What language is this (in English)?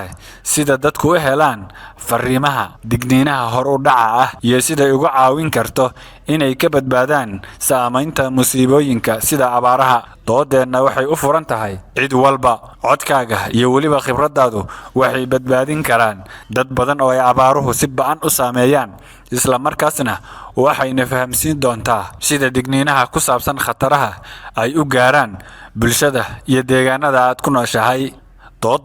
Somali